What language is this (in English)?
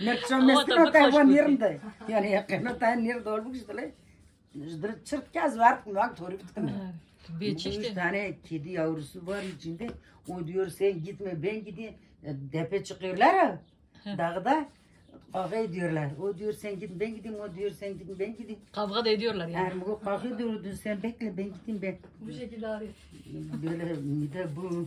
Kurdish